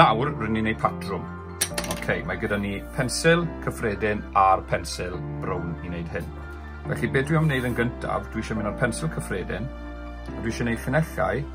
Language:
Welsh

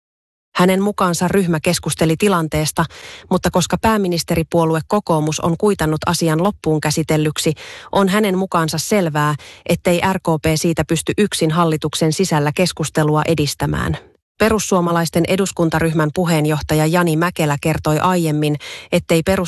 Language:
Finnish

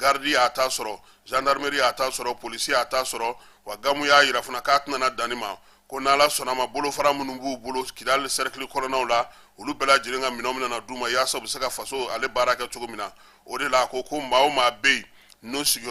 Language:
Bambara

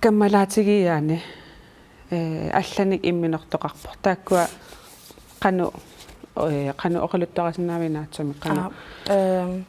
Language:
Kalaallisut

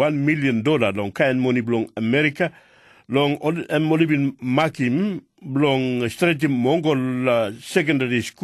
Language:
Tok Pisin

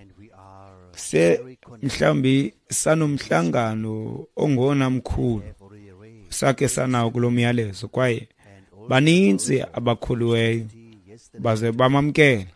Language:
Xhosa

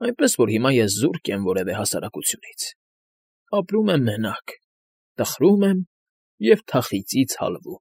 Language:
Armenian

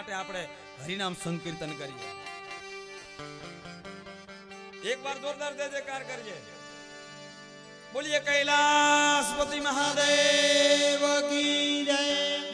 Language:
Gujarati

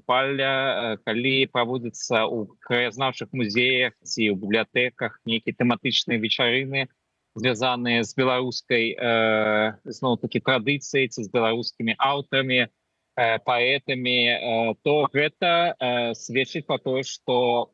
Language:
Belarusian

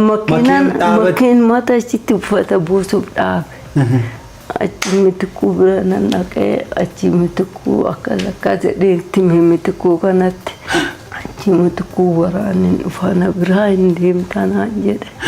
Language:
Oromo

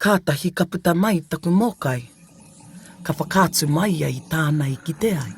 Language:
Māori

